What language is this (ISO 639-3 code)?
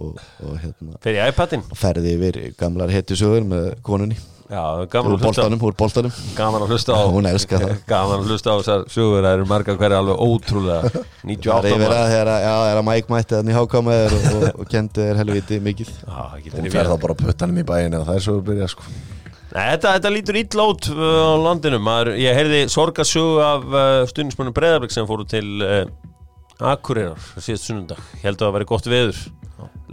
isl